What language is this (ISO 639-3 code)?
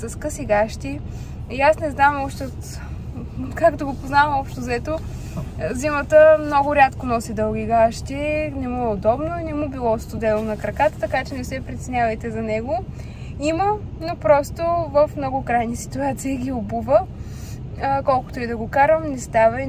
bul